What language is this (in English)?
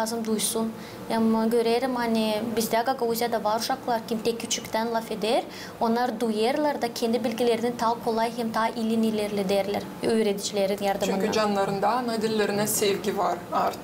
Gagauz